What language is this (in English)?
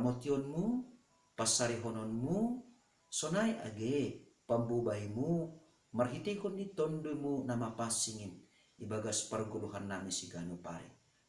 Batak Simalungun